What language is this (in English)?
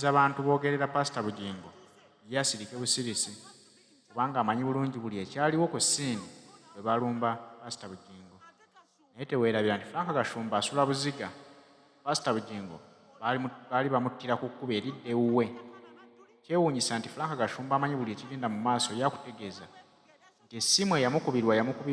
Ganda